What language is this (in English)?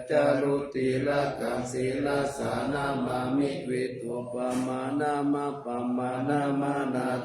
Pali